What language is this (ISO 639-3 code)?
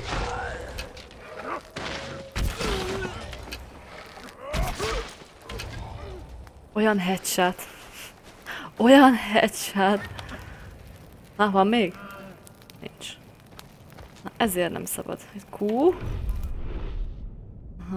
hun